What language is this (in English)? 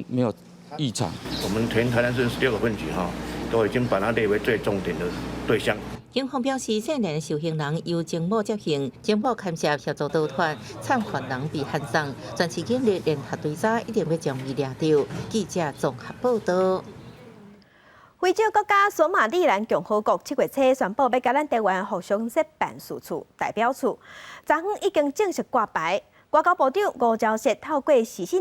Min Nan Chinese